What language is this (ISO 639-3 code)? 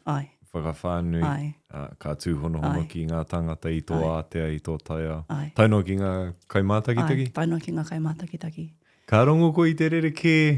mri